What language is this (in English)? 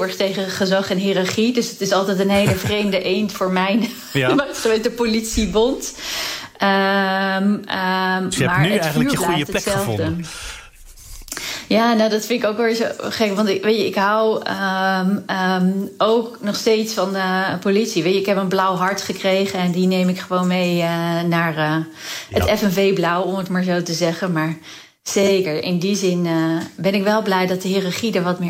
Dutch